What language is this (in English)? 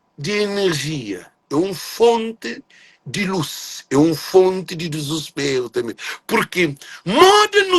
Kabuverdianu